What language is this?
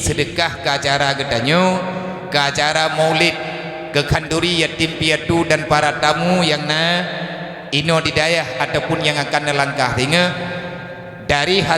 Achinese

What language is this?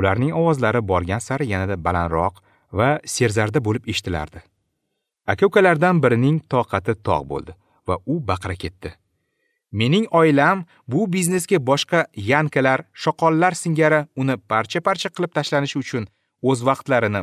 Uzbek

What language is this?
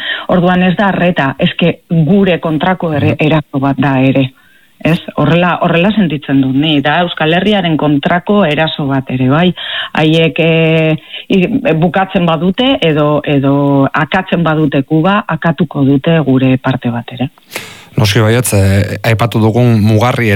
Basque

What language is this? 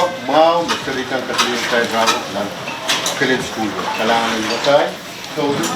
Pohnpeian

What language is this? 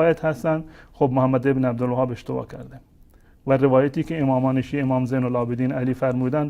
Persian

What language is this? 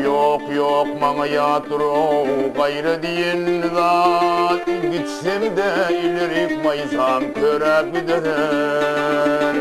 Turkmen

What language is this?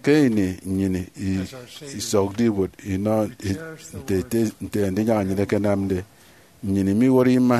Efik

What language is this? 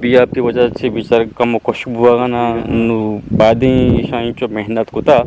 Eastern Balochi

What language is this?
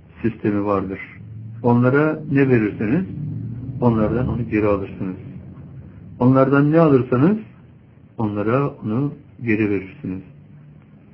Turkish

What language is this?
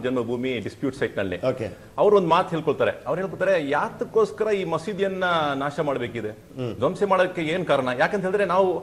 Kannada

